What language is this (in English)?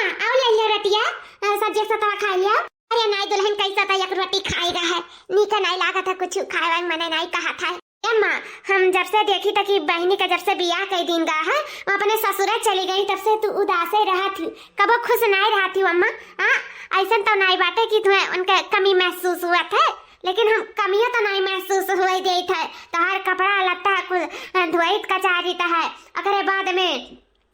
Awadhi